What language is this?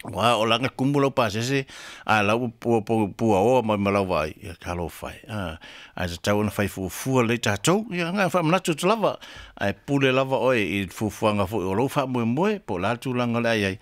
Samoan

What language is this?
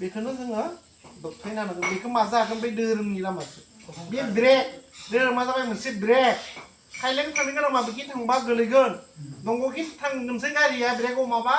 Bodo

